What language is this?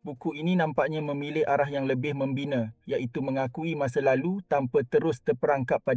Malay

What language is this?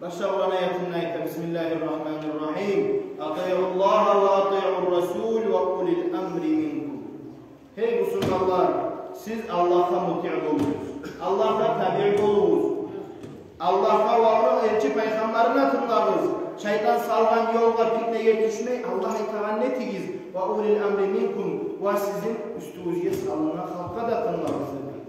Kumyk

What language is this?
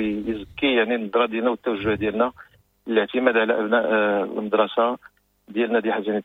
Moroccan Arabic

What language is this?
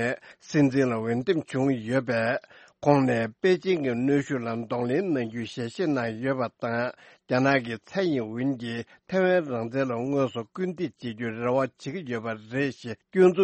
Tibetan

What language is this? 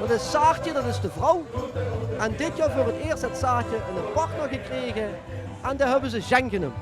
Limburgish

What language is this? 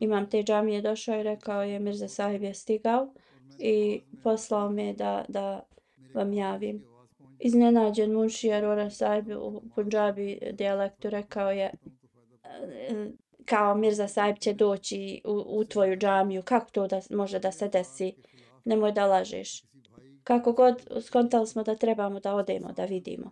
Bosnian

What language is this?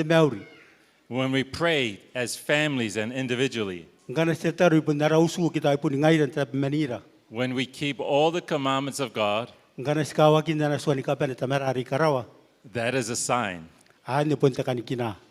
Gilbertese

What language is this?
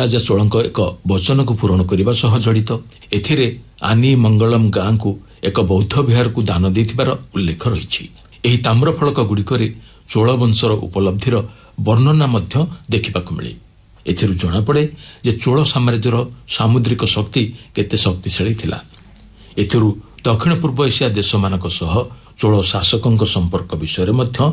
Odia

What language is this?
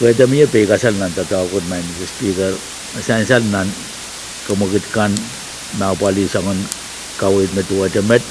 Pohnpeian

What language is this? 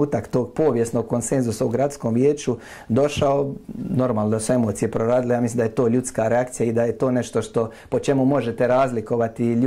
Croatian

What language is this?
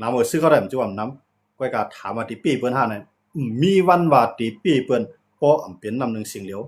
Shan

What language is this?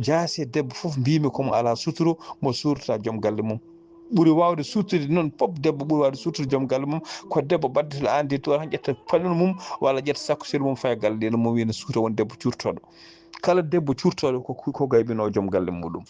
Fula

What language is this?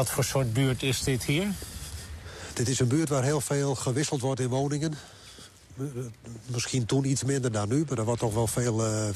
Dutch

